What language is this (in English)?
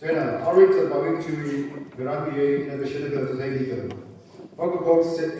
Tangkhul Naga (India)